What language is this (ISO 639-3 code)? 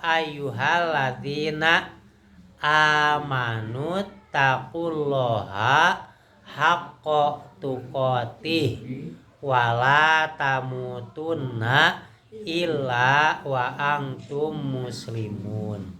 sun